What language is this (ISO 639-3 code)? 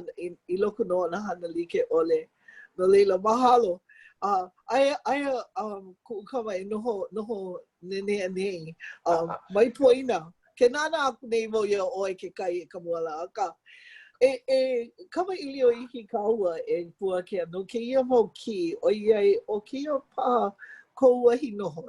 haw